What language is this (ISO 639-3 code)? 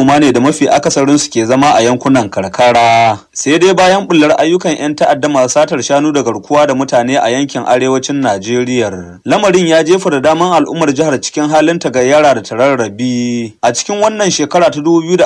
hau